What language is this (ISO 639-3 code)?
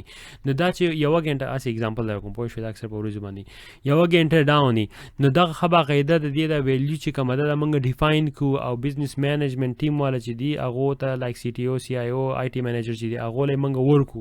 pus